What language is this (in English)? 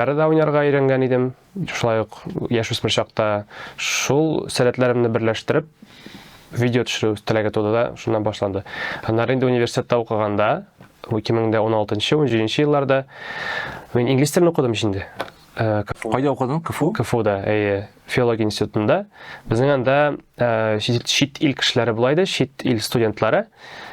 Tatar